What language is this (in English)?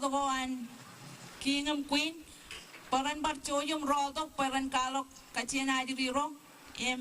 Marshallese